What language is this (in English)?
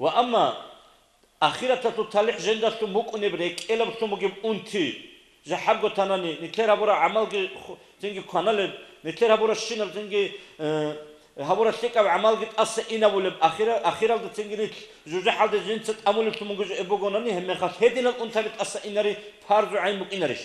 Avaric